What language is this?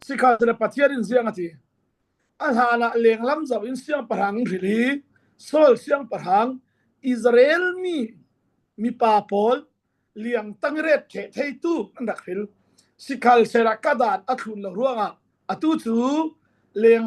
Falam Chin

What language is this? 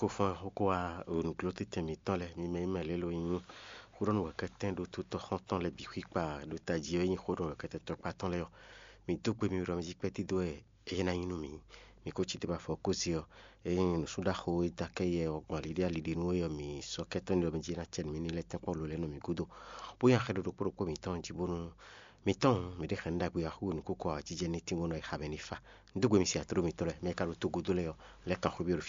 Fon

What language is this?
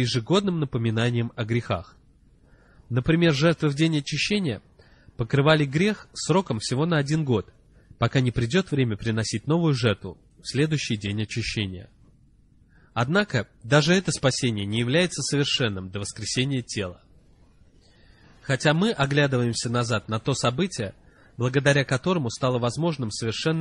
Russian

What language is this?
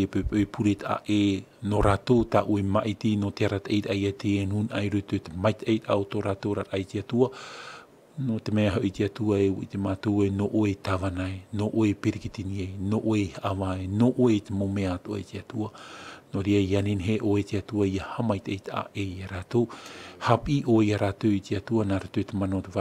Tahitian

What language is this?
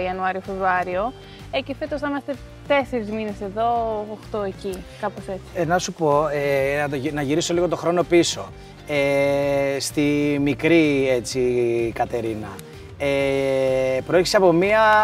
Greek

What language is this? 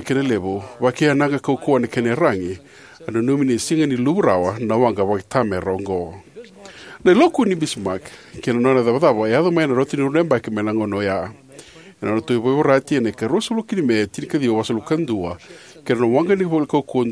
Fijian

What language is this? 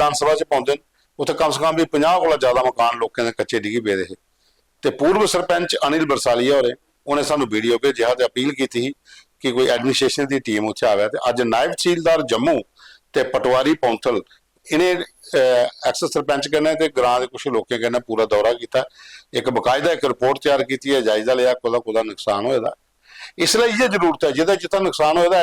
Dogri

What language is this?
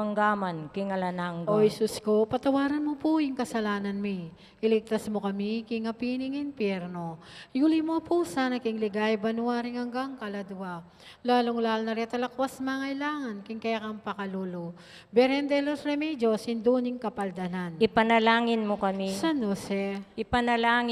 Pampanga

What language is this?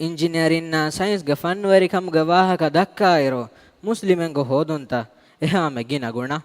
Divehi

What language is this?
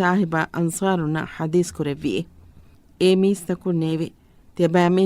Divehi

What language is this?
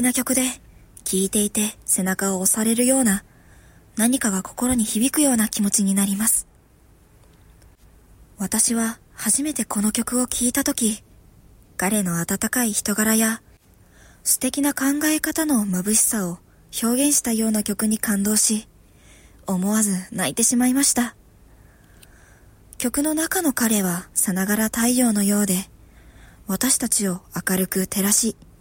Japanese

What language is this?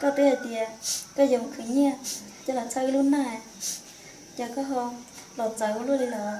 Hmong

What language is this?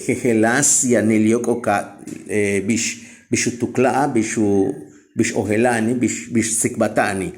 Yucateco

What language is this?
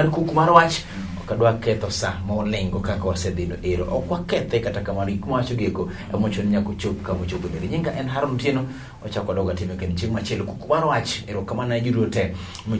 Luo (Kenya and Tanzania)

